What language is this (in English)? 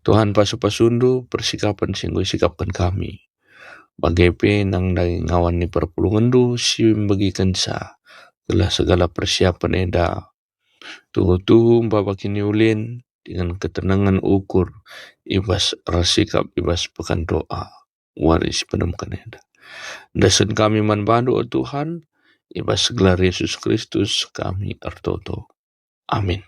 Batak Karo